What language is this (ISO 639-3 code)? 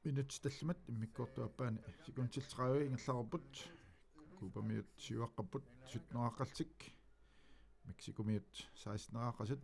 kal